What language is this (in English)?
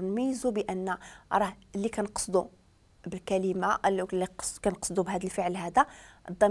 Moroccan Arabic